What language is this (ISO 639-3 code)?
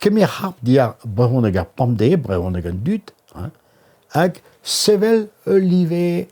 bre